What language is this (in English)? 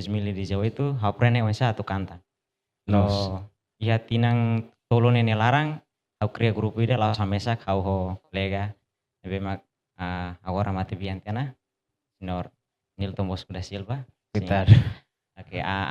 Tetum